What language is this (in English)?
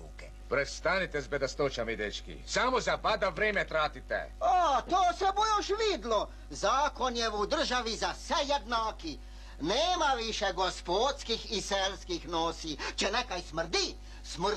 Croatian